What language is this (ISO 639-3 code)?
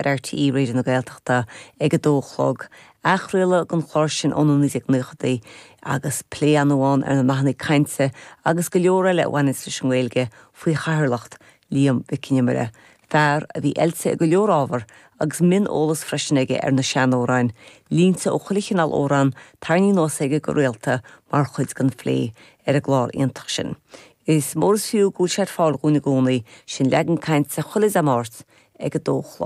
gle